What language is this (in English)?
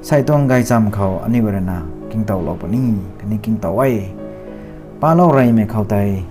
Rongmei Naga